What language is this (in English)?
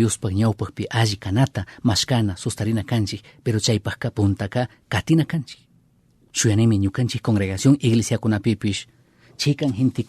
Chimborazo Highland Quichua